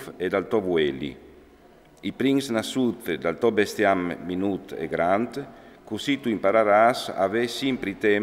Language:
Friulian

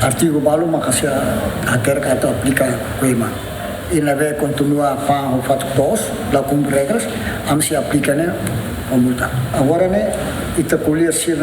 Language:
Tetum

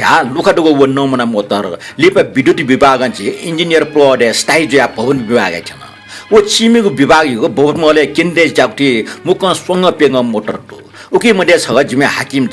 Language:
Newari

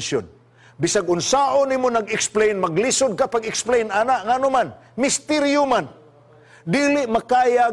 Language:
Cebuano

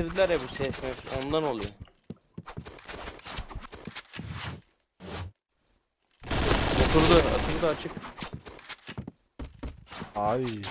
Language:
Turkish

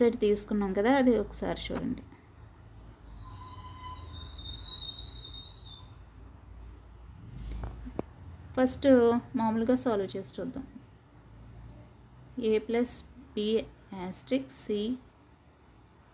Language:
Telugu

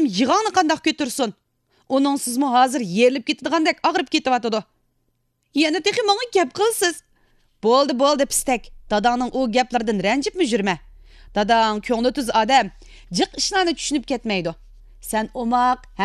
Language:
Uyghur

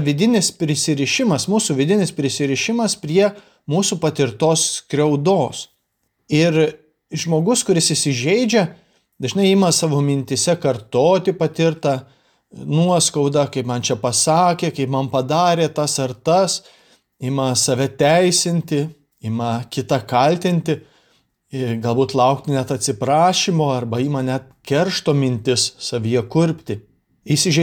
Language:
Lithuanian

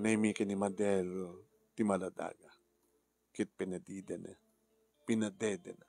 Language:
Iloko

